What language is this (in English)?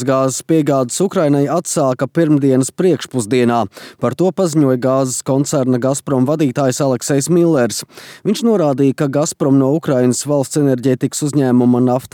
Latvian